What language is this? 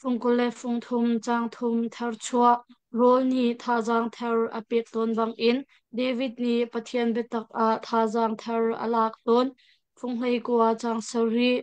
Hakha Chin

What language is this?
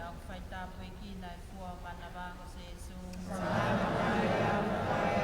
Tongan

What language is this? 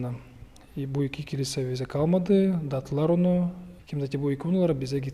Gagauz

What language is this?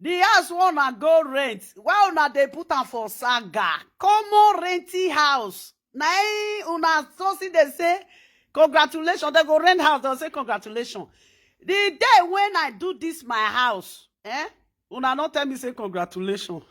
Nigerian Pidgin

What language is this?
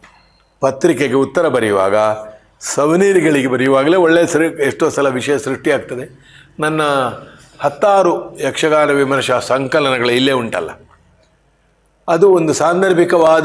Kannada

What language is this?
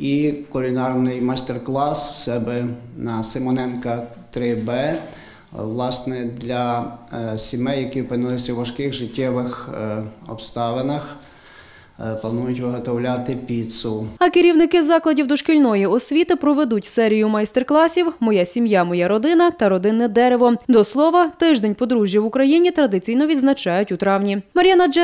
Ukrainian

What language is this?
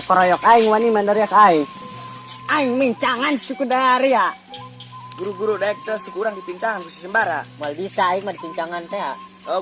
Sundanese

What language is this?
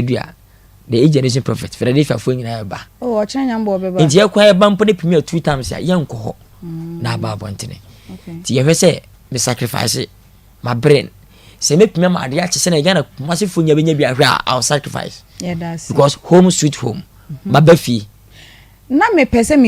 Akan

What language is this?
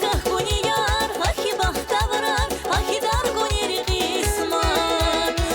Tabassaran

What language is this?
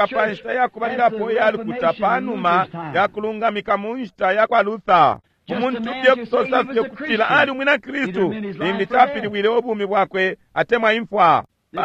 Bemba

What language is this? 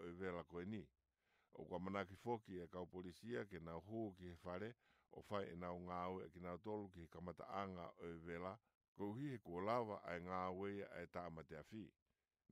Tongan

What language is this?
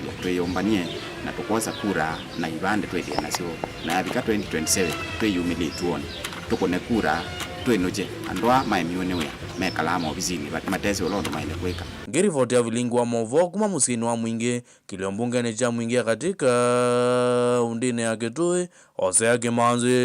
Kamba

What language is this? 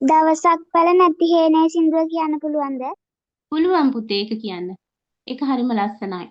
Sinhala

